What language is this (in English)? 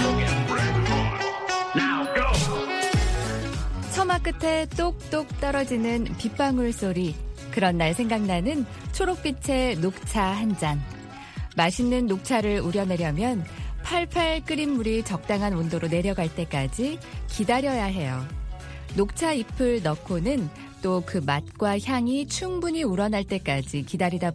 Korean